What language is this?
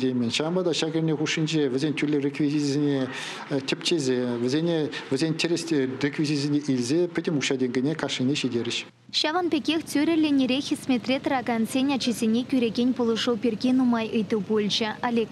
Chuvash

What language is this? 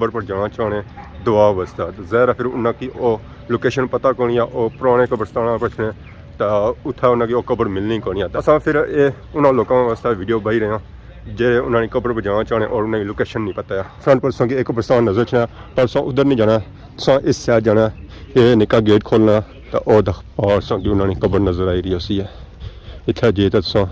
Pahari-Potwari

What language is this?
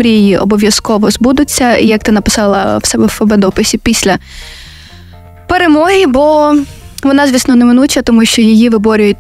Ukrainian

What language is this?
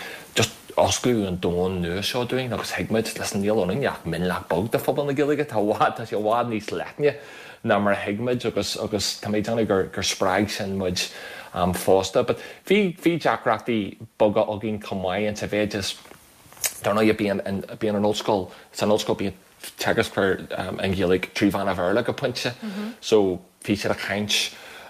Irish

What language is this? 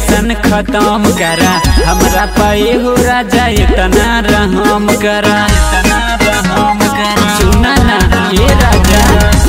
Bhojpuri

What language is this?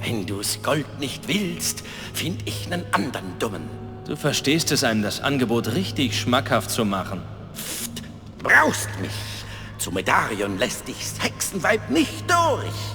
Bavarian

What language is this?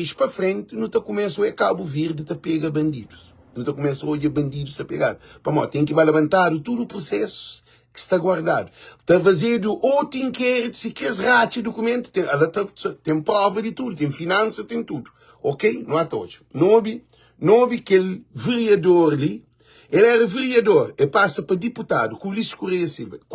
Kabuverdianu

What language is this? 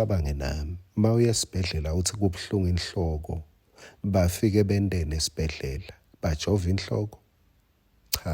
Swati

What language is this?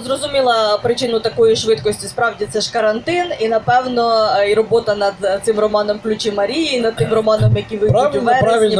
Ukrainian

